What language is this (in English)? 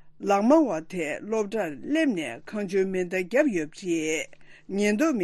Tibetan